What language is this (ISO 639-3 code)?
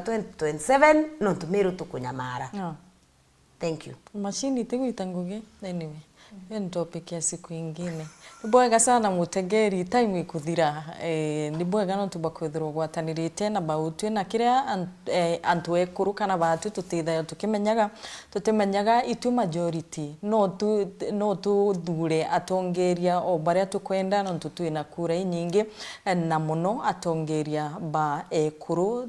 mer